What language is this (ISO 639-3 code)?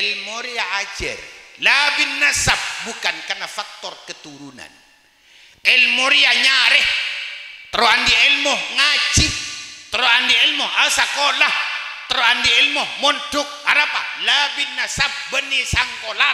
mad